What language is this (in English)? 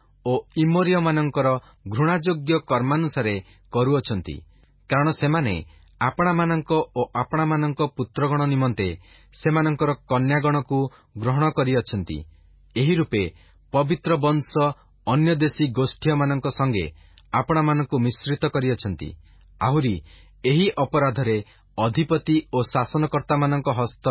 Odia